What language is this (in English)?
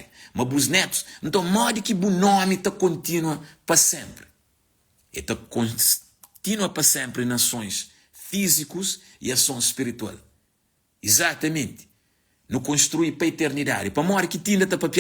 Kabuverdianu